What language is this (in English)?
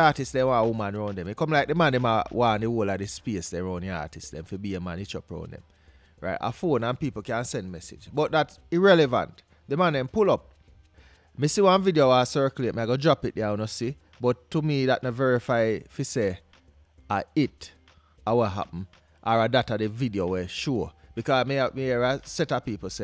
Jamaican Creole English